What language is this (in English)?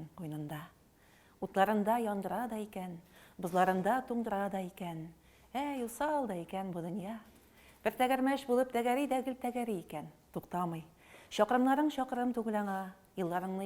Tatar